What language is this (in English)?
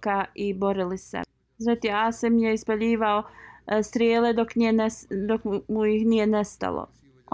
Bosnian